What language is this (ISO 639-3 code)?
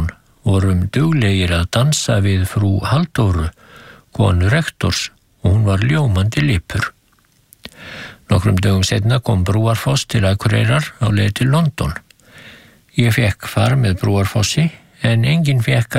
isl